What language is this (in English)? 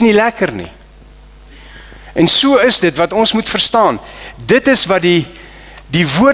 Afrikaans